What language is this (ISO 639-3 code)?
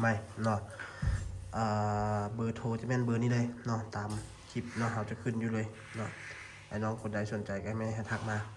lao